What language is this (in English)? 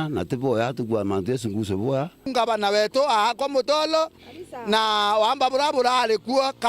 Meru